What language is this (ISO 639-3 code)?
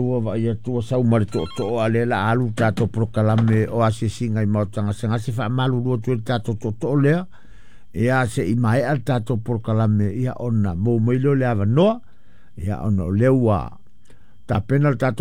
smo